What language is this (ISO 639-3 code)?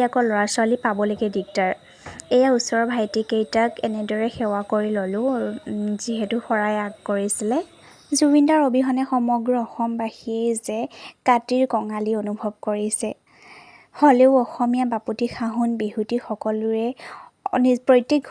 asm